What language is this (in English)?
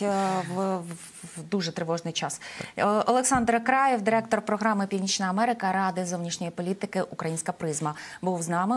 Ukrainian